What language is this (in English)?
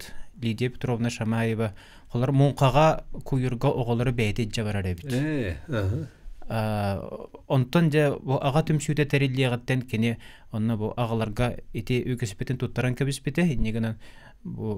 Yakut